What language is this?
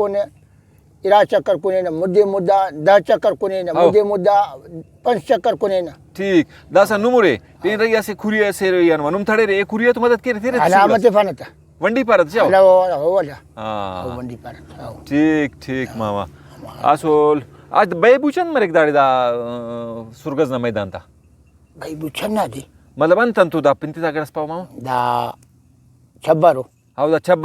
Brahui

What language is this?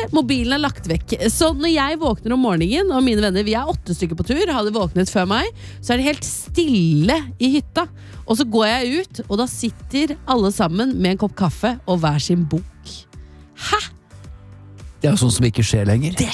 Norwegian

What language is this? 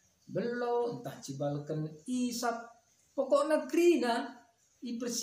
Batak Karo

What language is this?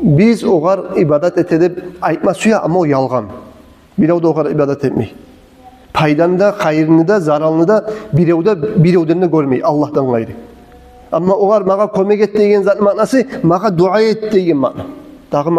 Kumyk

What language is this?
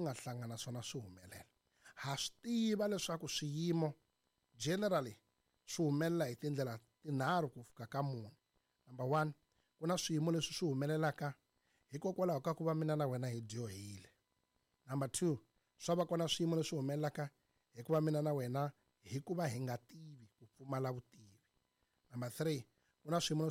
Tsonga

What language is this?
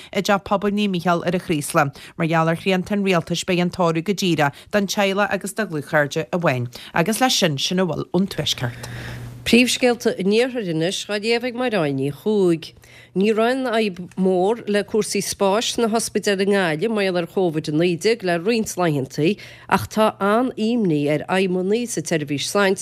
Irish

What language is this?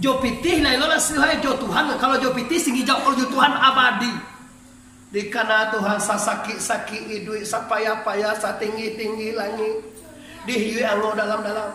Minangkabau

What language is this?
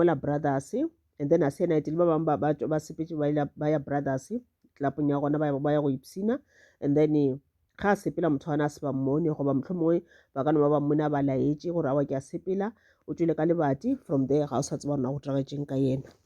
Northern Sotho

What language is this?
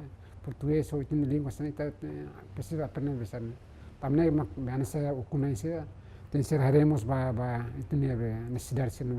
Tetum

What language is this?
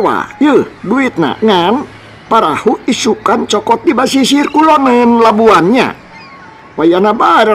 Sundanese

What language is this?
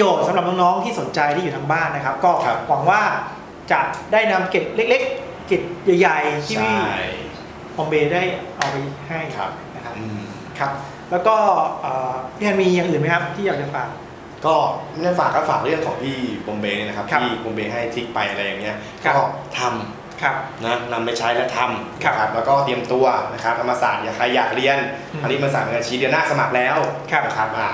Thai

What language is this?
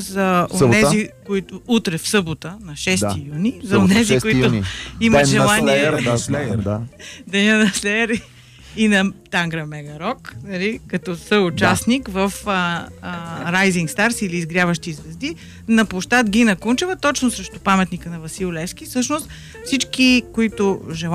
Bulgarian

